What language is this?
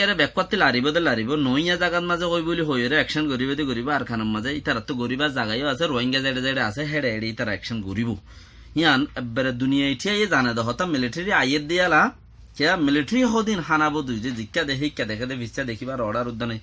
Rohingya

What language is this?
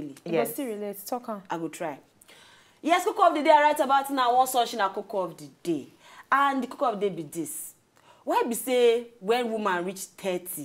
Nigerian Pidgin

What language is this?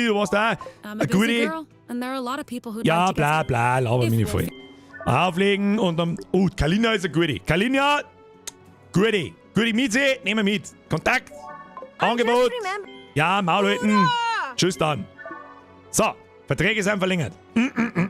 Bavarian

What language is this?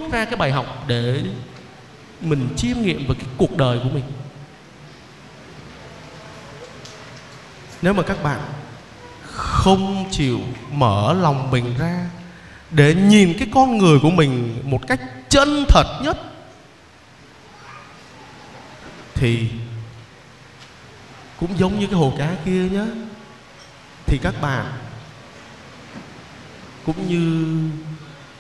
Vietnamese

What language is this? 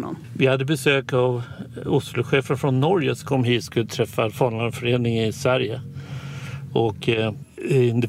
Swedish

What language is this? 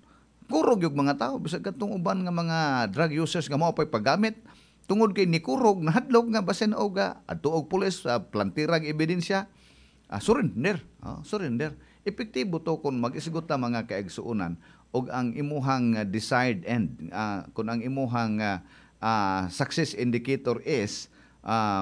Cebuano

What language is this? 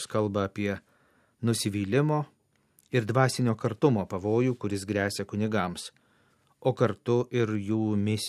Lithuanian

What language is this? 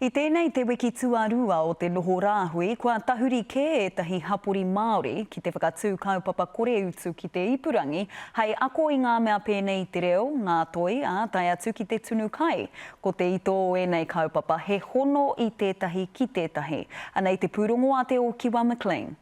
Māori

